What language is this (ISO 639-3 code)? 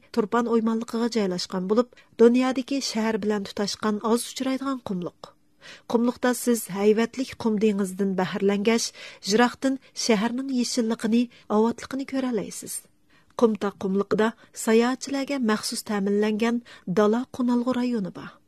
uig